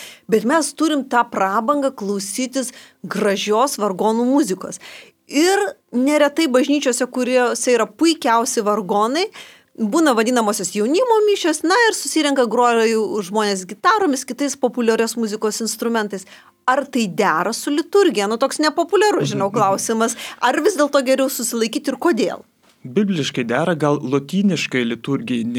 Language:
Lithuanian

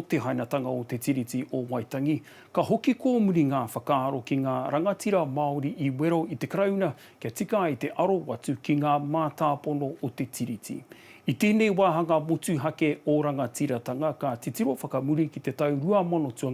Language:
Māori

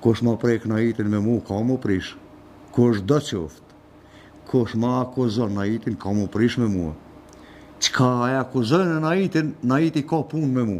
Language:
Albanian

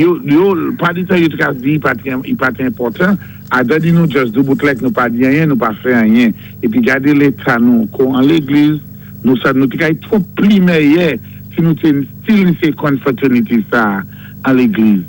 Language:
Saint Lucian Creole French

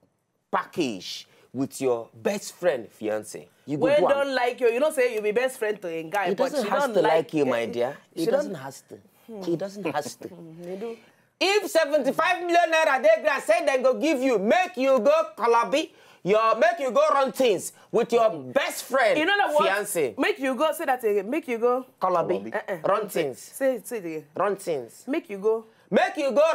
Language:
Nigerian Pidgin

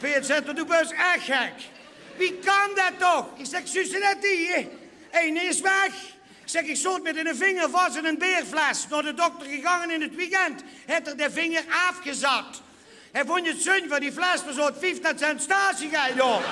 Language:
Limburgish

